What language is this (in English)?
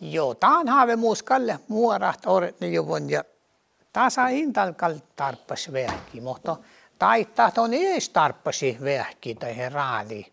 Northern Sami